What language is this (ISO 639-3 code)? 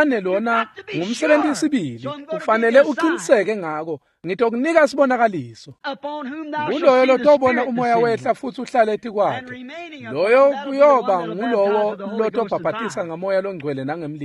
ssw